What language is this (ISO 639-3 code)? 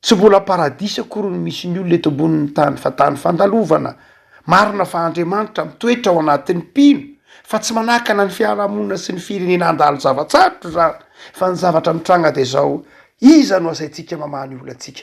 mlg